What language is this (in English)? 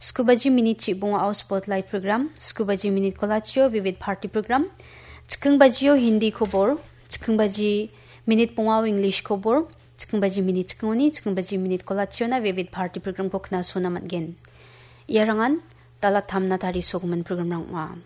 Garo